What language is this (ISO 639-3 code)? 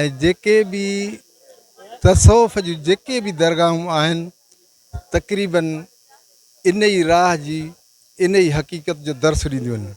snd